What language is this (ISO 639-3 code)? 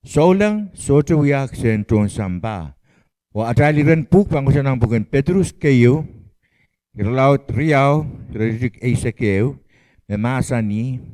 pon